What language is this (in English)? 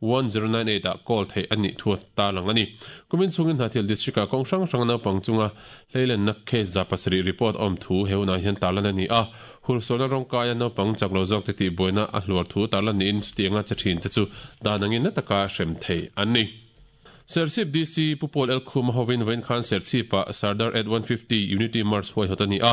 Mizo